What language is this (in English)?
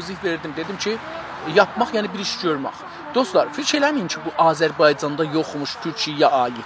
South Azerbaijani